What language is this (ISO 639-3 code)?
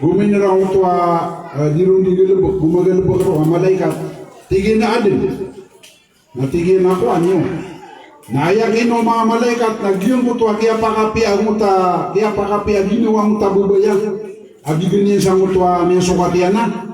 mrw